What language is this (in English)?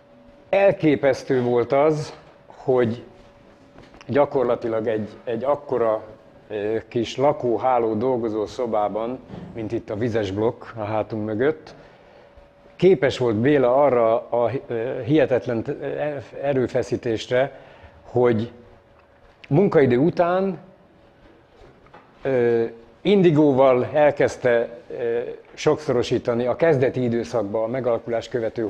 Hungarian